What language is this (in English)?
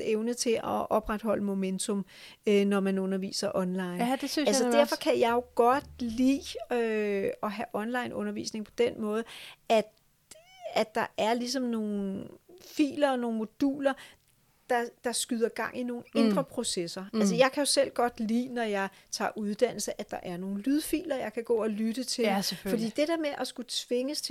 Danish